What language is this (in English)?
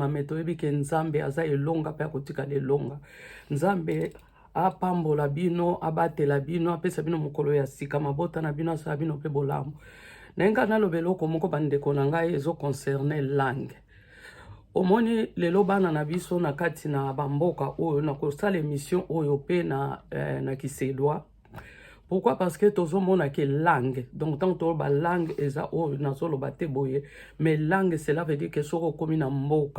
Lingala